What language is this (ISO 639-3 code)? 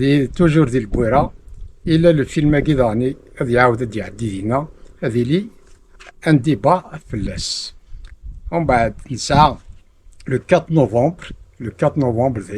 kab